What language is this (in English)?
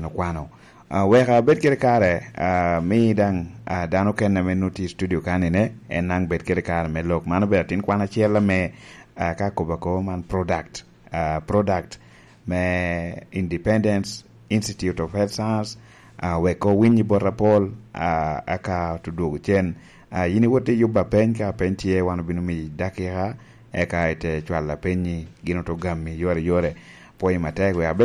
Lango (Uganda)